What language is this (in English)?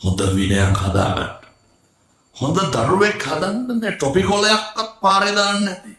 Sinhala